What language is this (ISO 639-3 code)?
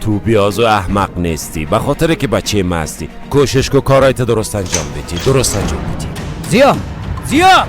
fas